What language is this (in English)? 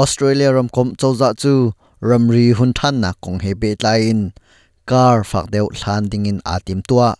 Hakha Chin